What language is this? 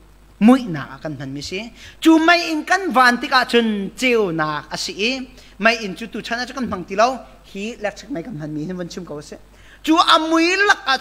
Hakha Chin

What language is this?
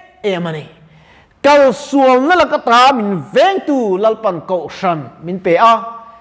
Mizo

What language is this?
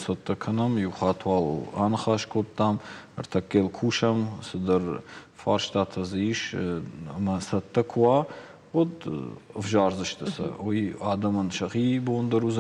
Ossetic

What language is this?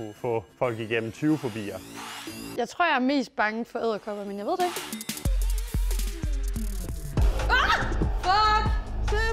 Danish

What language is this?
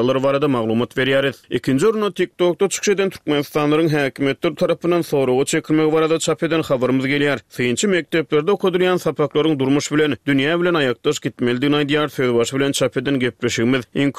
Turkmen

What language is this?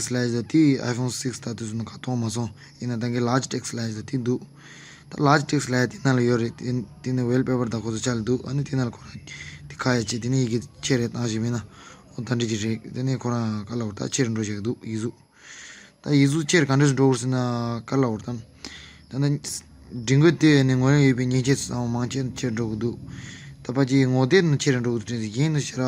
Tibetan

